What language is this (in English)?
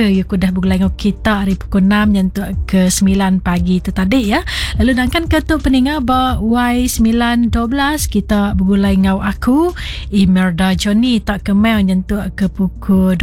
Iban